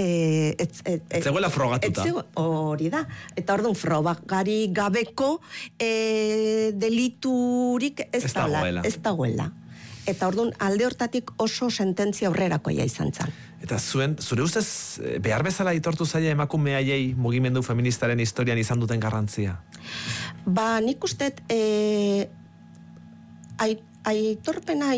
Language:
Basque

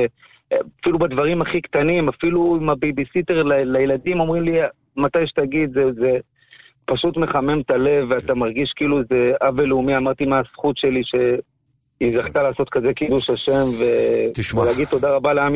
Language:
Hebrew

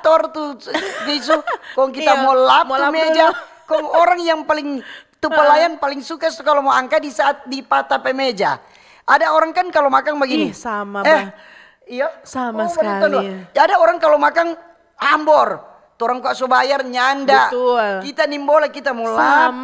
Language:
Manado Malay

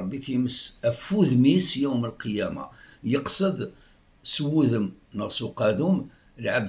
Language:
Kabyle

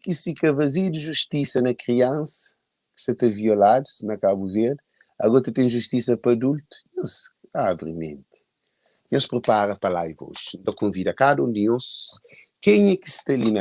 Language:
Kabuverdianu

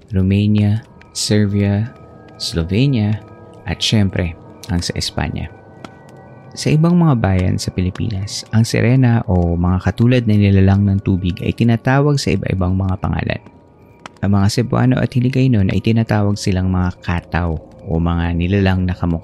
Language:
Filipino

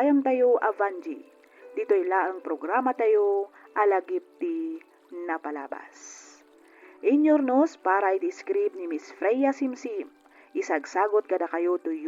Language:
Iloko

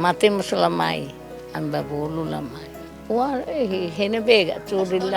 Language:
Tetum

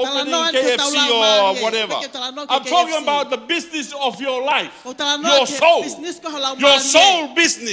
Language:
Tongan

